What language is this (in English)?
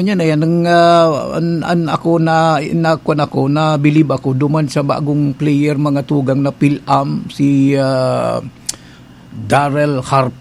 Bikol